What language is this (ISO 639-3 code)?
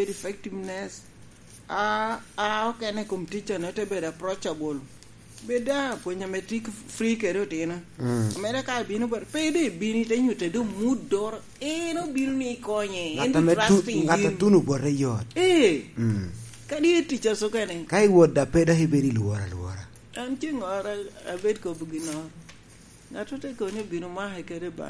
laj